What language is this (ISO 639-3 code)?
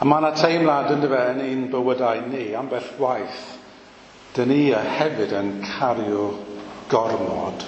cym